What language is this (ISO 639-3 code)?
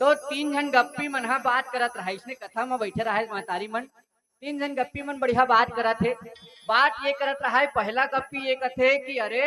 hne